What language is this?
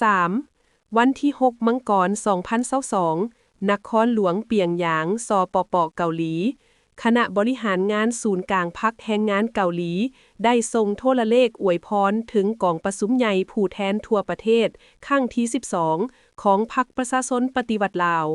Lao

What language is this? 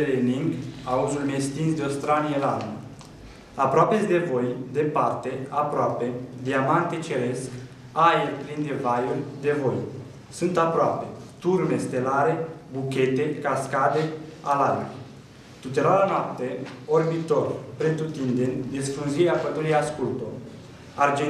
Romanian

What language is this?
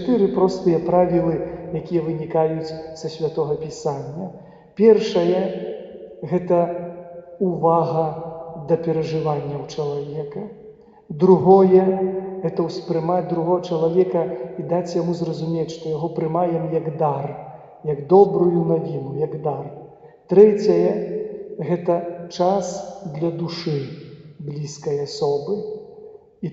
Belarusian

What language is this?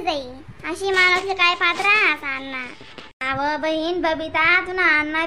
Khandesi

